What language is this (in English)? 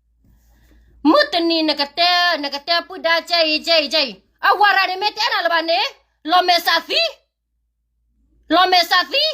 S'gaw Karen